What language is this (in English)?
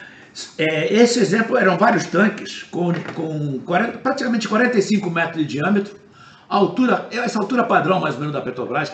Portuguese